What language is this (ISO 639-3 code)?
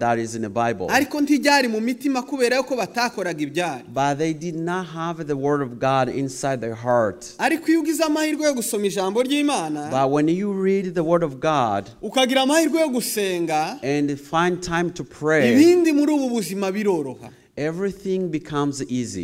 kin